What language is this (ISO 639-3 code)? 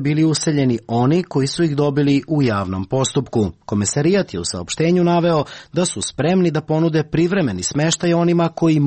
srp